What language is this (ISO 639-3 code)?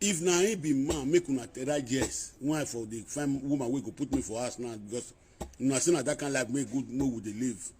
pcm